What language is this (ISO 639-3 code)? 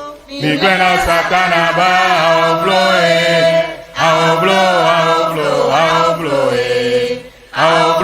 ewe